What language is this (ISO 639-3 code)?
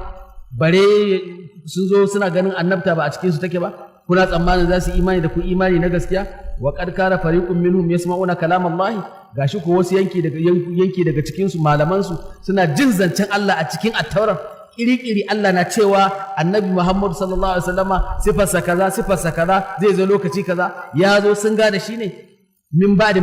hau